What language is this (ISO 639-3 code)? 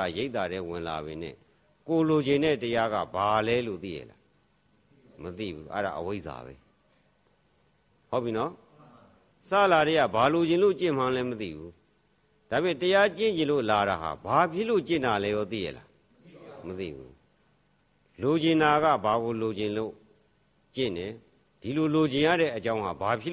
mya